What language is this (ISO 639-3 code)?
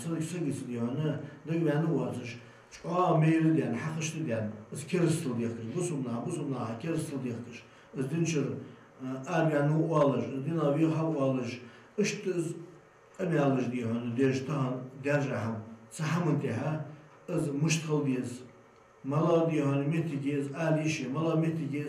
inh